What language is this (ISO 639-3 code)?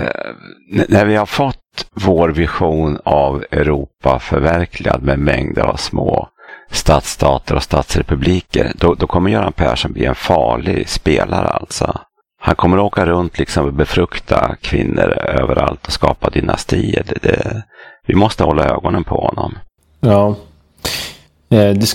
swe